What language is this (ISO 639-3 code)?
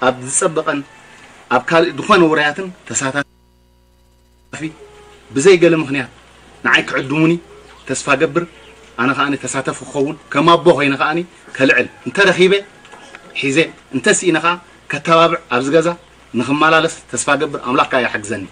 tir